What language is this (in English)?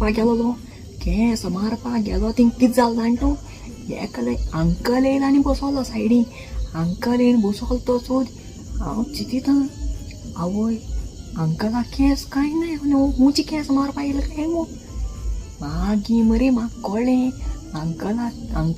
Konkani